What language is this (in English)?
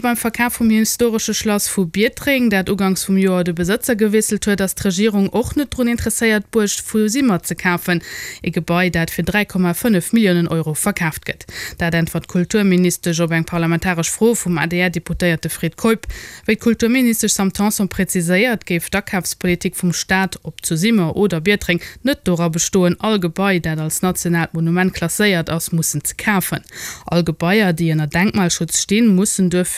Luxembourgish